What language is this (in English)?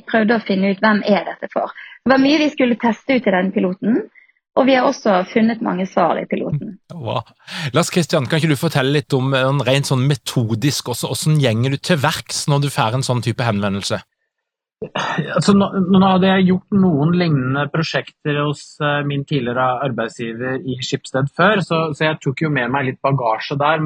Norwegian